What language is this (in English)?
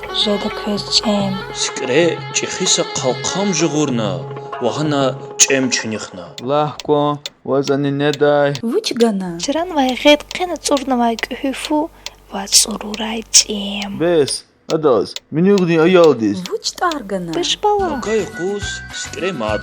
Lezghian